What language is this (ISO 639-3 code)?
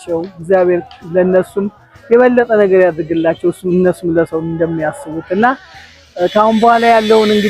amh